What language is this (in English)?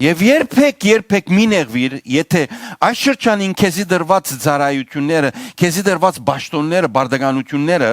Western Armenian